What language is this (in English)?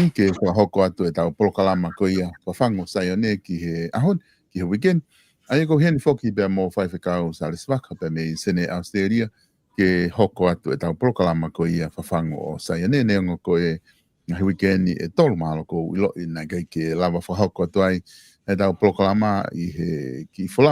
Tongan